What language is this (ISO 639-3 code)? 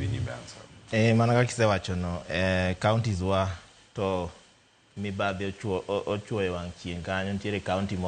luo